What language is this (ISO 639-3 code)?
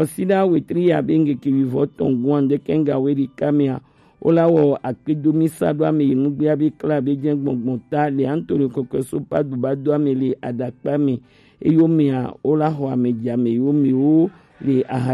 gej